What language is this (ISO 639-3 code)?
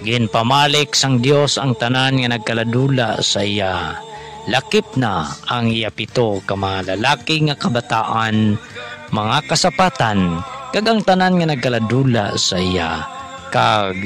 hil